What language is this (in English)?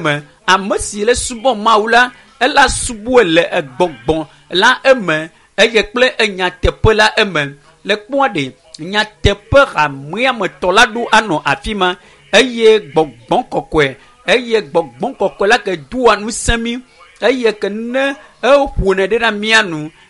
Ewe